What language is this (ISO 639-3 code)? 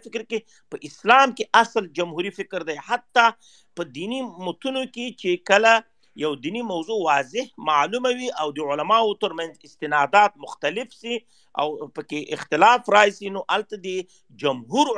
pus